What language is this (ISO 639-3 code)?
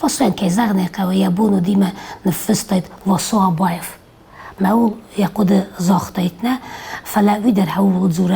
oss